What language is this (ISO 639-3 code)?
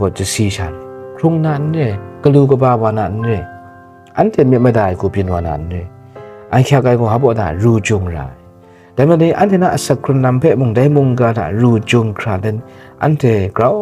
kac